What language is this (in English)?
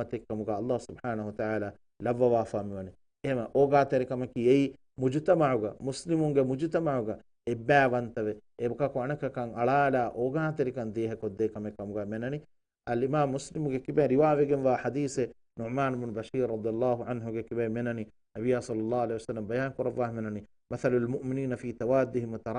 Divehi